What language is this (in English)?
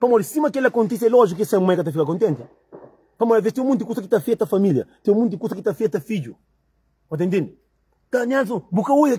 Kabuverdianu